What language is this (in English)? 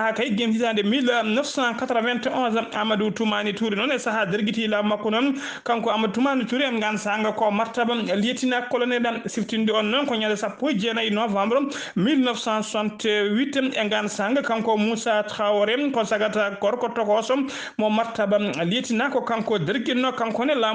Fula